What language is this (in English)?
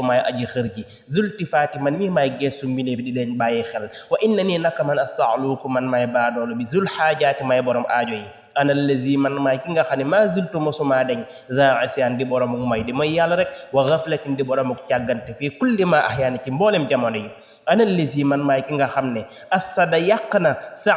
Wolof